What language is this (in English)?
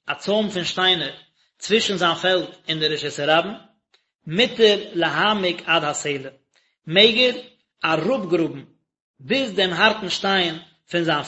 Yiddish